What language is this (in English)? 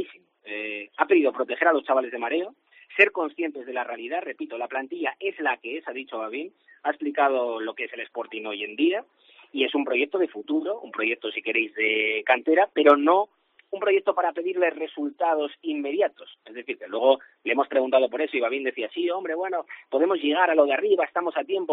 Spanish